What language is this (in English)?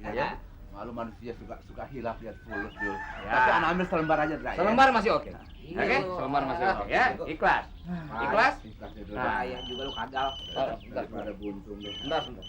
Betawi